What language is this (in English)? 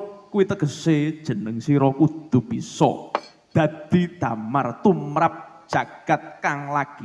Javanese